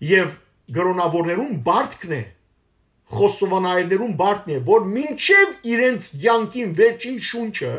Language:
Western Armenian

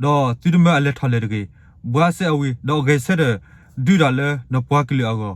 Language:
S'gaw Karen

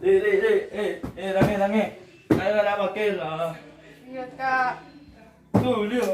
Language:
Madurese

